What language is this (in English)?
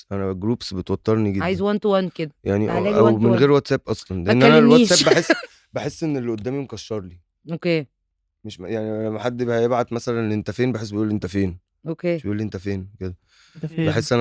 Egyptian Arabic